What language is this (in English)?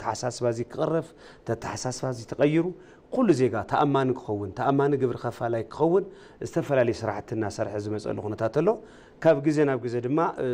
Tigrinya